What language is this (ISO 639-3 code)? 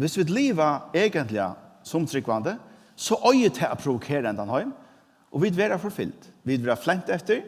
fao